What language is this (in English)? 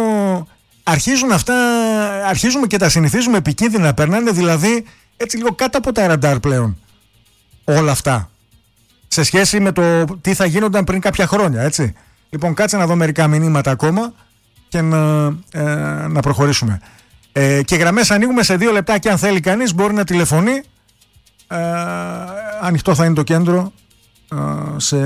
Greek